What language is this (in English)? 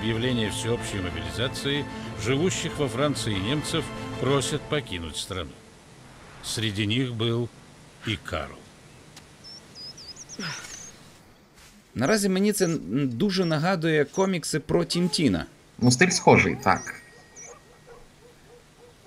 Ukrainian